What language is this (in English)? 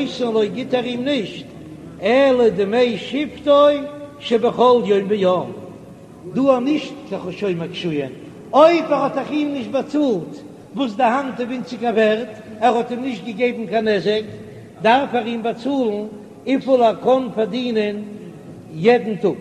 Yiddish